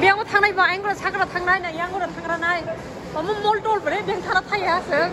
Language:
Kok Borok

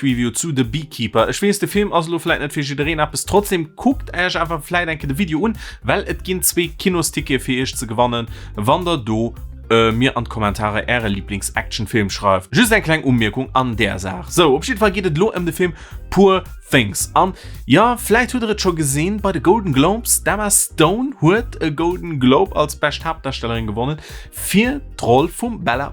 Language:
Luxembourgish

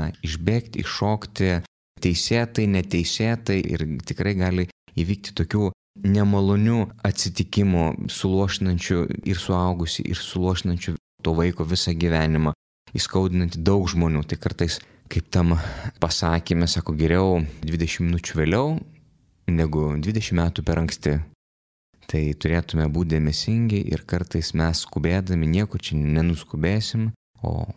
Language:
Lithuanian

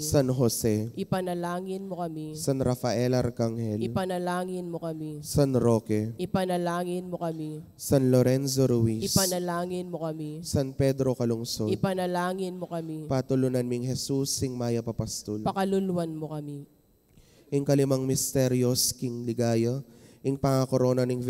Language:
Pampanga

